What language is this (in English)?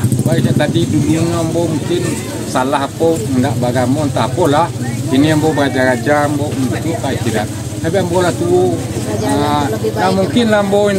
Minangkabau